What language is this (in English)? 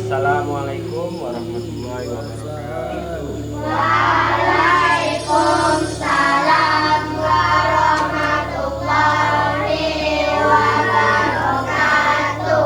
Minangkabau